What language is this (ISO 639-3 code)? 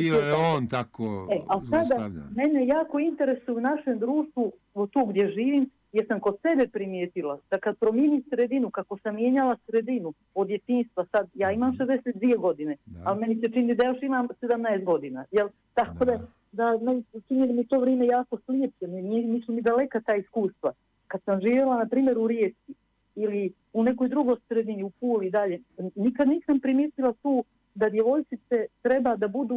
bos